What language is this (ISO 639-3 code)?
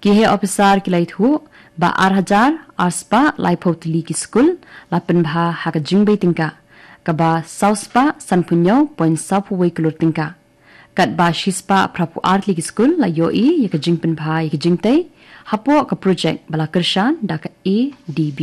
kha